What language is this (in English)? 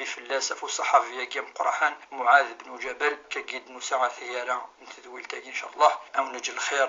Kabyle